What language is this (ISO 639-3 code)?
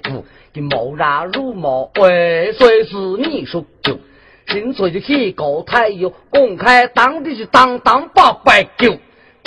hak